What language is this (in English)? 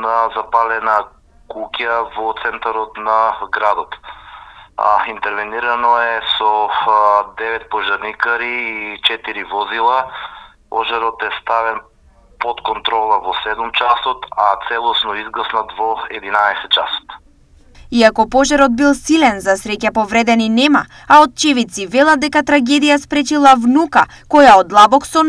Macedonian